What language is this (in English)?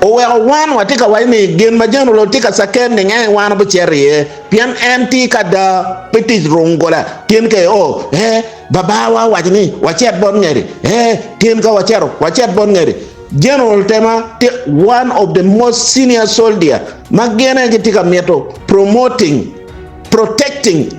Acoli